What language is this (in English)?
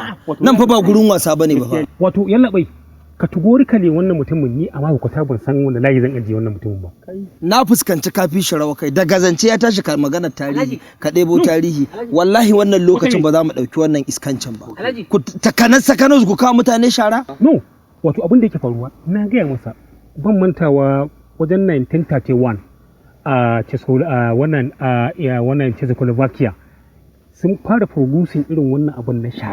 Hausa